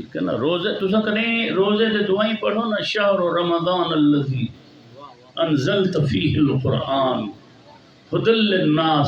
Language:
Saraiki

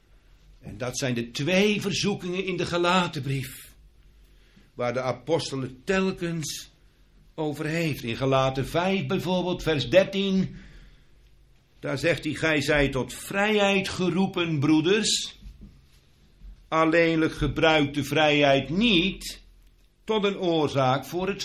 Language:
Dutch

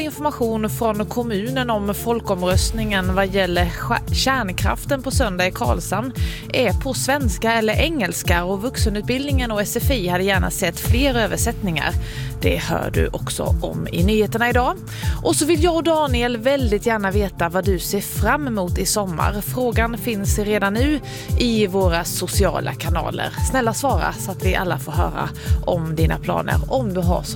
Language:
Swedish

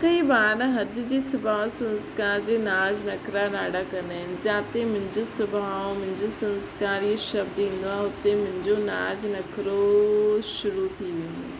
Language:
Sindhi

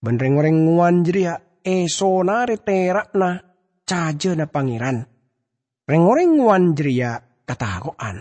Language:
Madurese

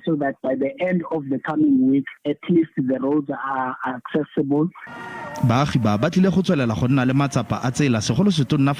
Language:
Northern Sotho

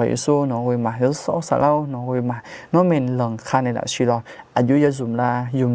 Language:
Akha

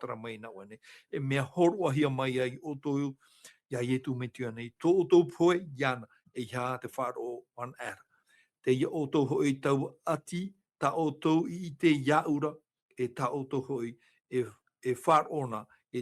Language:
Tahitian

